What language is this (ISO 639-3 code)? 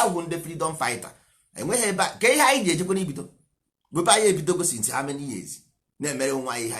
ibo